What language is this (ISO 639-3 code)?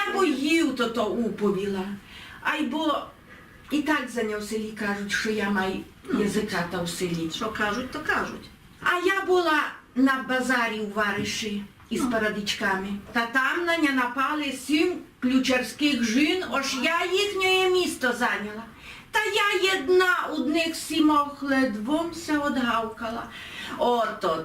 rue